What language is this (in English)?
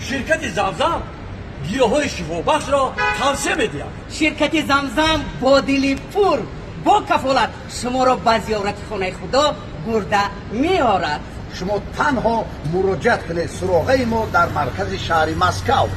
Tajik